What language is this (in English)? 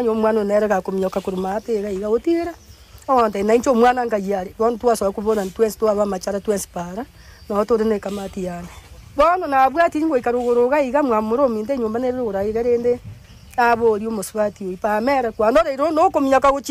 Gusii